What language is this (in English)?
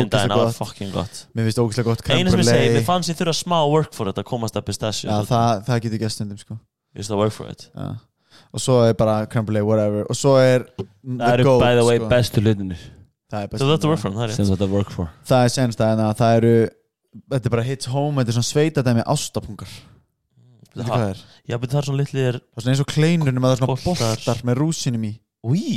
Icelandic